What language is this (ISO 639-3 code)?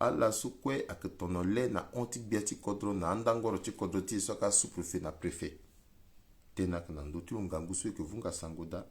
sag